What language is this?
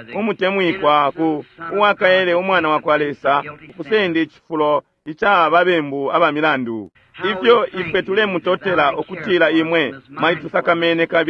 Bemba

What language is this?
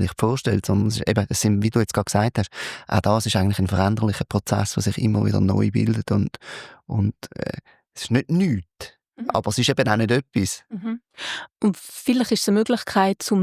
Swiss German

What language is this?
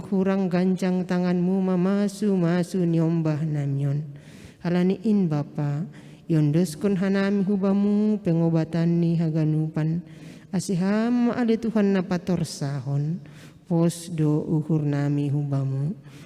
Batak Simalungun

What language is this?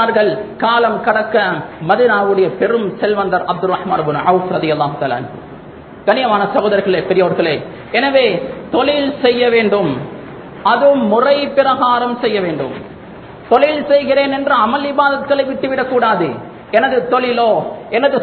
Tamil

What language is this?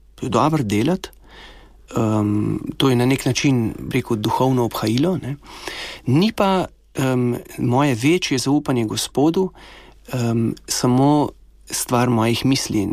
Slovenian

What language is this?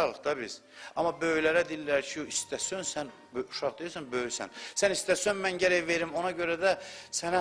Azerbaijani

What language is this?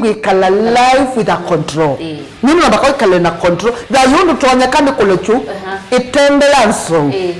Kamba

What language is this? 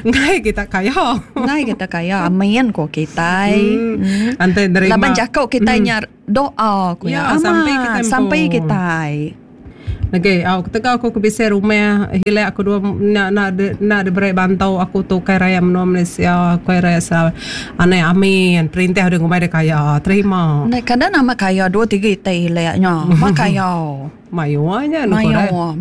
Iban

